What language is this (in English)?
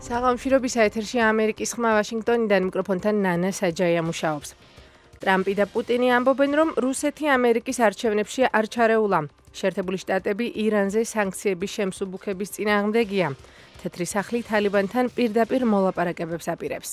Georgian